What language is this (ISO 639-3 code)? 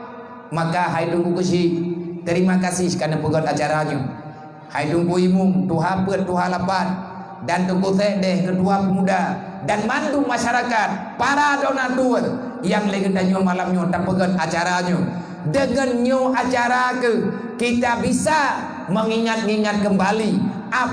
ace